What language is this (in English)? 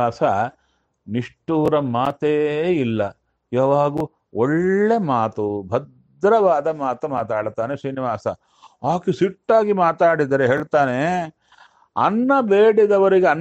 Kannada